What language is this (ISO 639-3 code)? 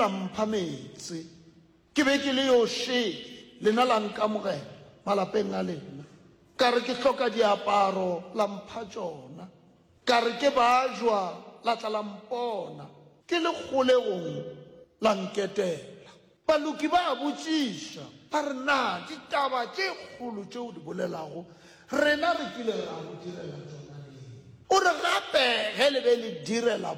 nso